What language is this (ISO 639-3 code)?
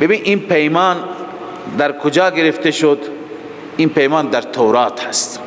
fas